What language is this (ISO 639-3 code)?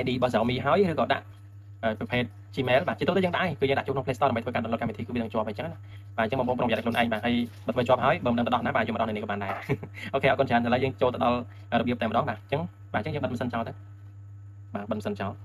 khm